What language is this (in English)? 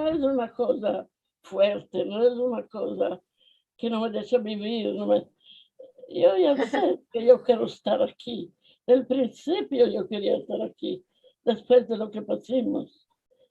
Ladino